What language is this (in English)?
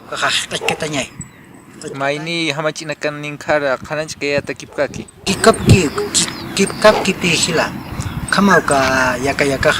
Aymara